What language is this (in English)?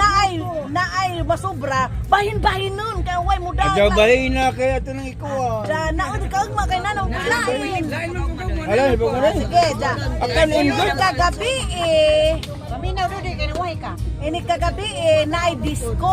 Cebuano